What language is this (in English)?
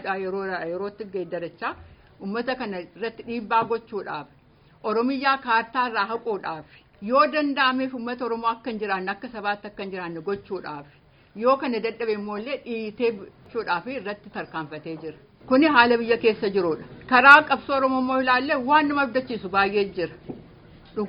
Oromo